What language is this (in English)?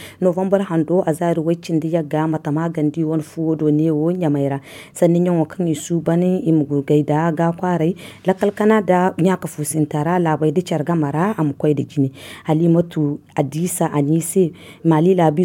Zarma